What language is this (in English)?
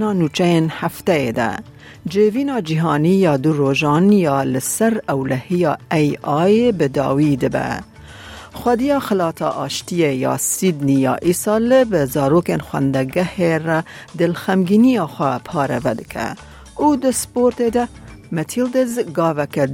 Kurdish